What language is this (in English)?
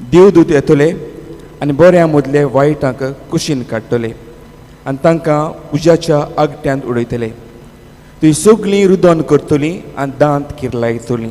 Konkani